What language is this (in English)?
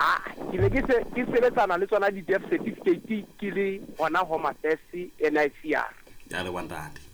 Southern Sotho